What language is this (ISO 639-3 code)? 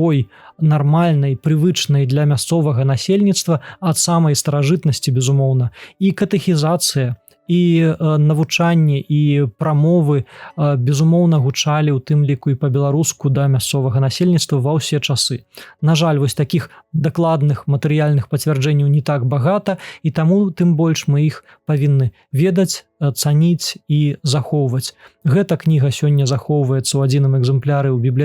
bel